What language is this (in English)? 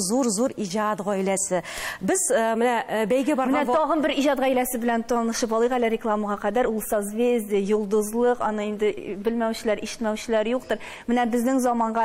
Tatar